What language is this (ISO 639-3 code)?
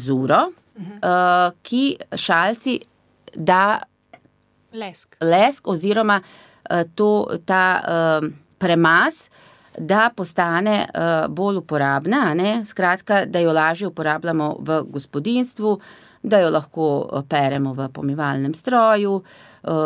slv